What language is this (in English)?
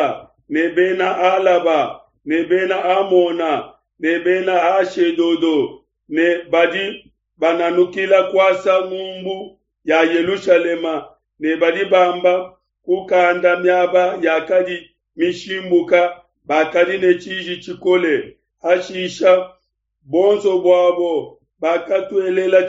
Luba-Lulua